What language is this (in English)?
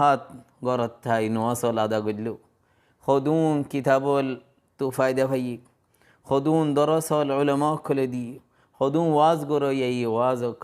Rohingya